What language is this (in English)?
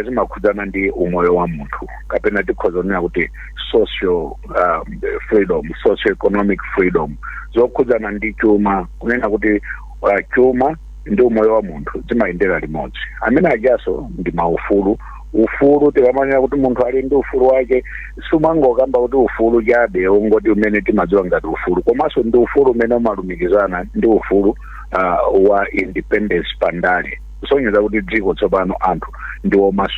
Nyanja